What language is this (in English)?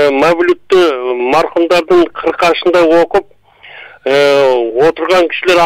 Kyrgyz